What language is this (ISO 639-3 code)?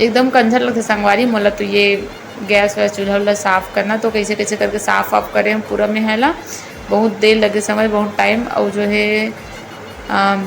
hne